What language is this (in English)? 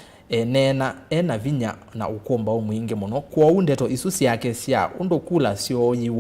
Kamba